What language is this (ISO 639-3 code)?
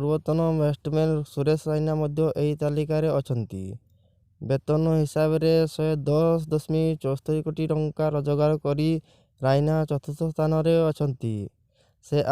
ori